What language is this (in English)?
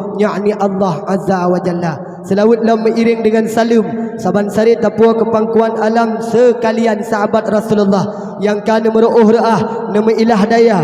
Achinese